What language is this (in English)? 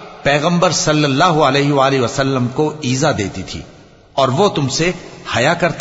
Urdu